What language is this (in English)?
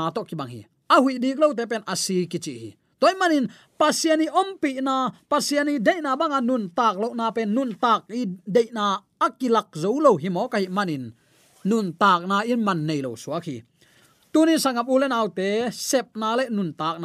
Tedim Chin